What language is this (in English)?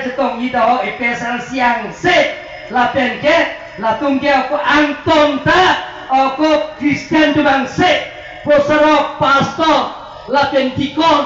Karbi